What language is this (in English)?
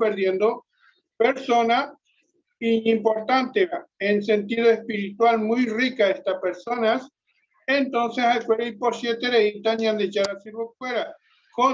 Guarani